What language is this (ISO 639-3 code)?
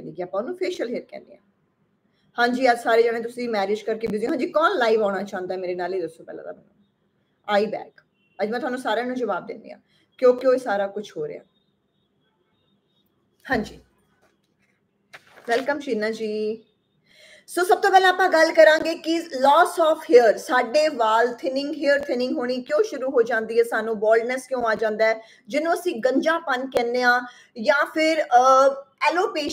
pan